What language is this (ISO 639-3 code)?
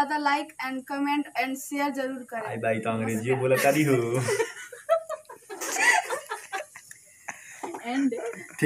bho